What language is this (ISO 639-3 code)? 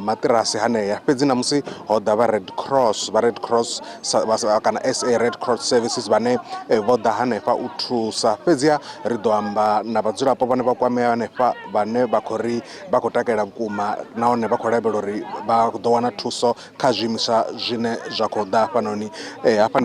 ven